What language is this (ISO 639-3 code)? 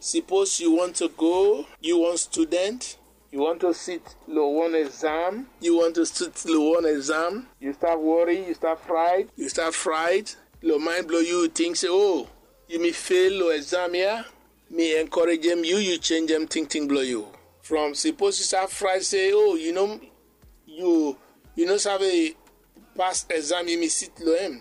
bis